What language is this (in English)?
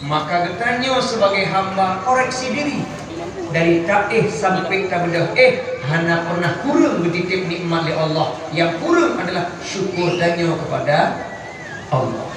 Achinese